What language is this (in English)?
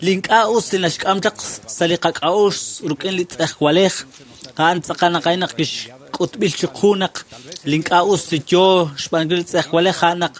Kekchí